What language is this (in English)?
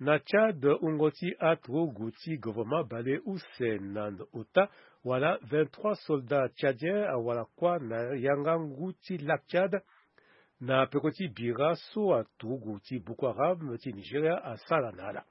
Sango